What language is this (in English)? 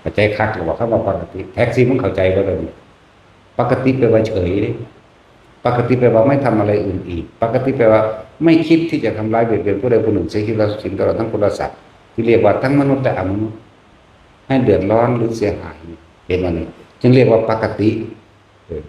Northeastern Thai